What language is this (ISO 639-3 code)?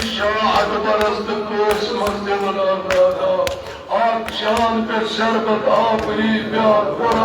kas